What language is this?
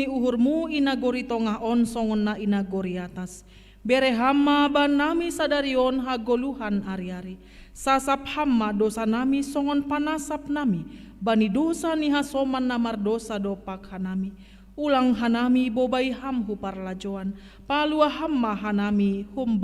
Batak Simalungun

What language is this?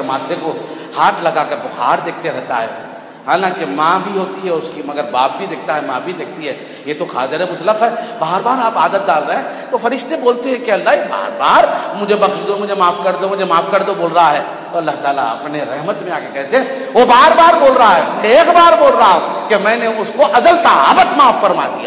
Urdu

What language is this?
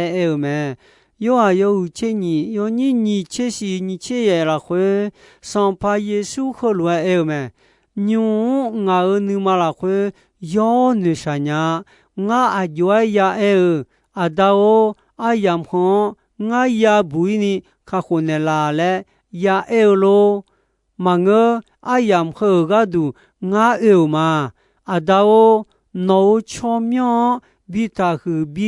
Akha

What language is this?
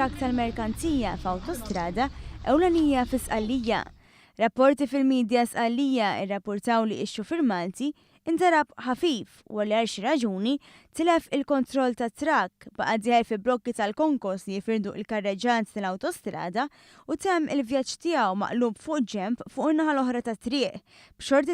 Maltese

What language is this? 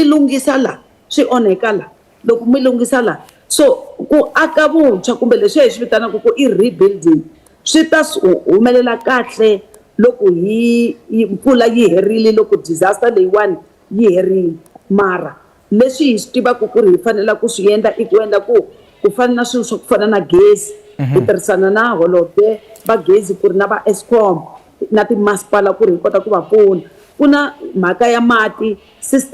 Tsonga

